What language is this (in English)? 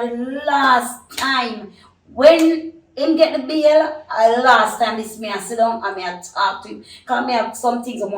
Jamaican Creole English